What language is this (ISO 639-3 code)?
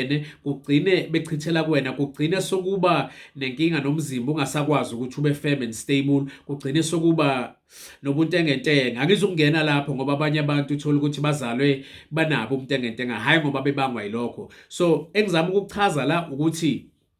zul